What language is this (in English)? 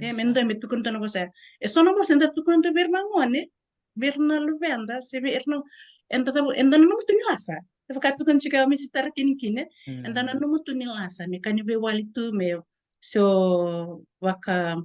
Fijian